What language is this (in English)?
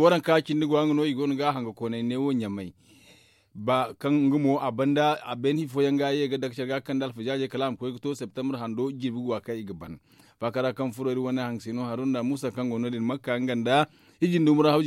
Zarma